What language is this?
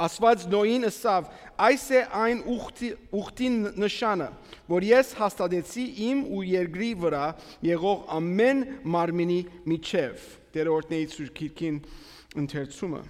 Armenian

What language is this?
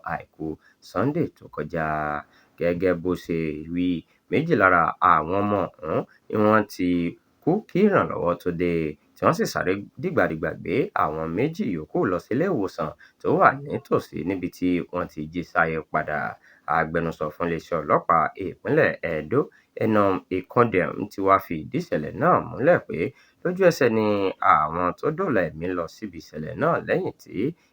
Yoruba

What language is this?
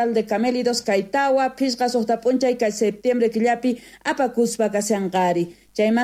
South Bolivian Quechua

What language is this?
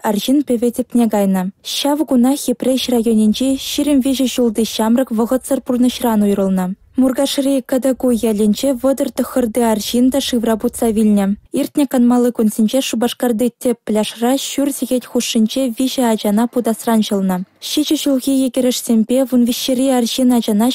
Chuvash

